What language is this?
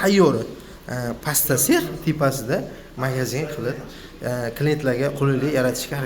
Uzbek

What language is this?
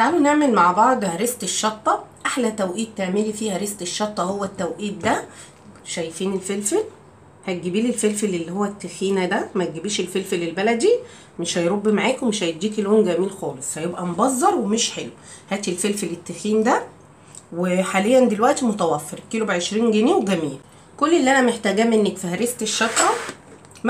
Egyptian Arabic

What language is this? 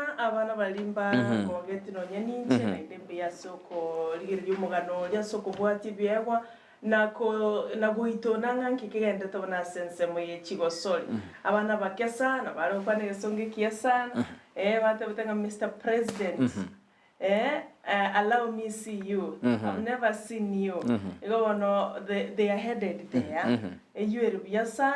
Gusii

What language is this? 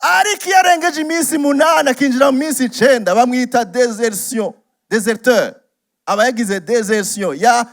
Rundi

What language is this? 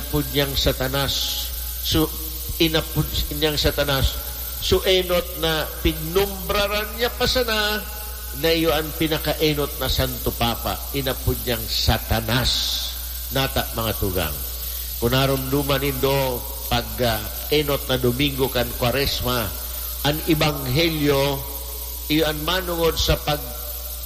Bikol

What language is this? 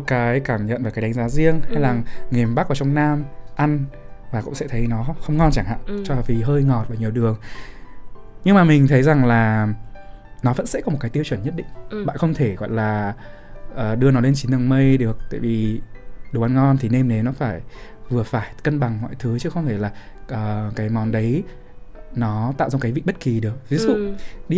Vietnamese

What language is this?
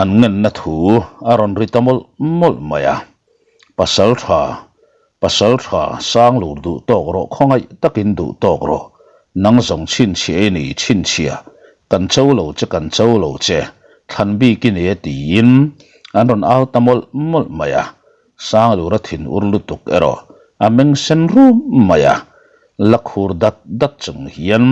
Mizo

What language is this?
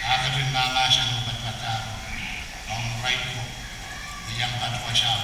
Pohnpeian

